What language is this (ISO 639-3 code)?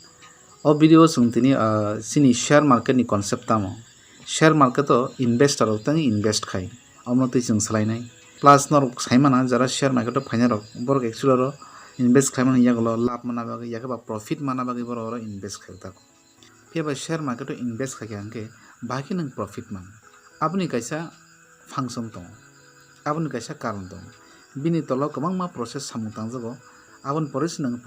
trp